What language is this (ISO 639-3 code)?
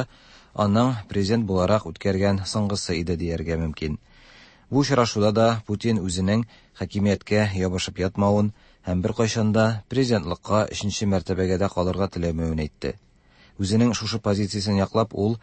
tat